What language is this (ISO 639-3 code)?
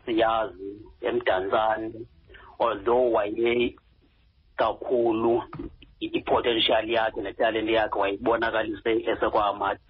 xho